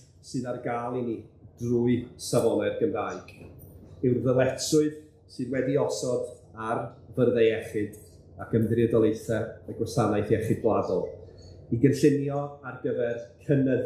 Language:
Welsh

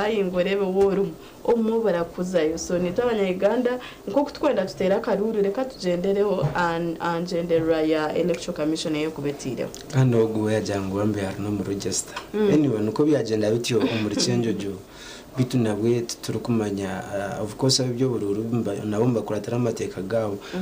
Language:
Nyankole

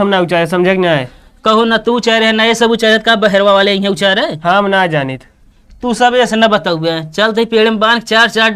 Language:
Awadhi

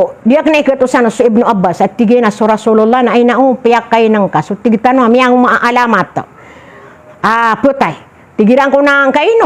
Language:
Maranao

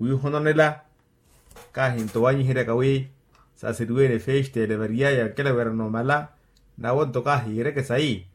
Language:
Makhuwa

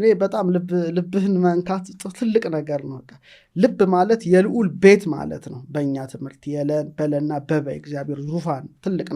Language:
Amharic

